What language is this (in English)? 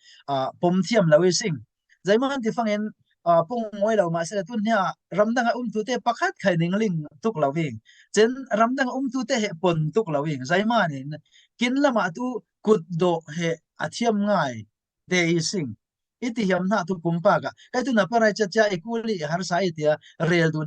Falam Chin